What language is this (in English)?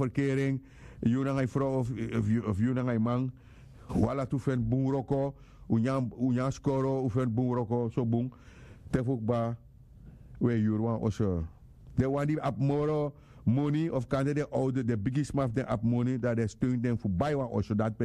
Sranan Tongo